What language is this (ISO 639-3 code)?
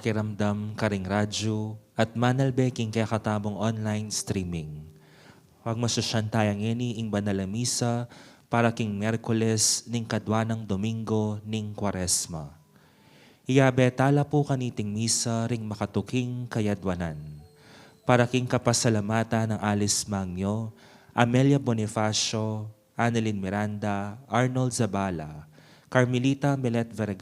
pam